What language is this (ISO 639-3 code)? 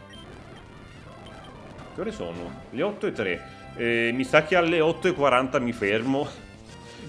ita